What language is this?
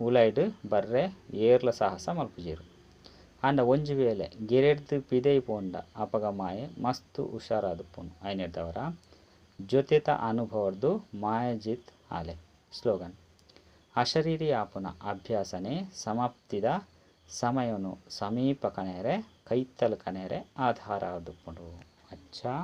Tulu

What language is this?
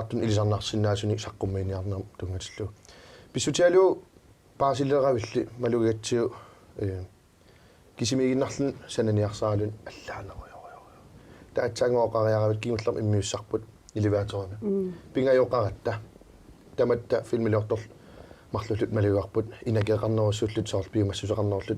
Kalaallisut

